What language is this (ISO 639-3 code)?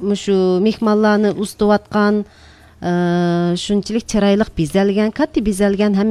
uig